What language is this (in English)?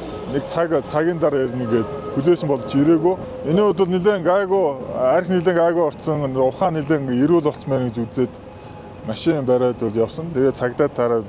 Mongolian